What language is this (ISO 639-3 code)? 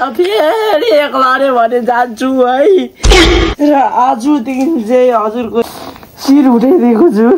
nep